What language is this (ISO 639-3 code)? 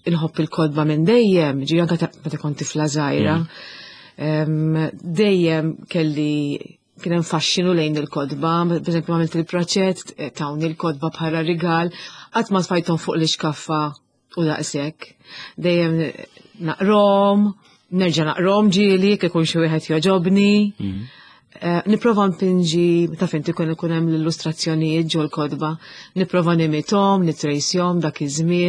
mlt